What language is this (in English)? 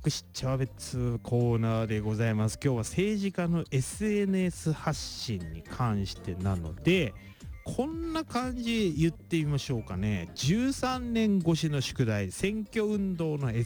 Japanese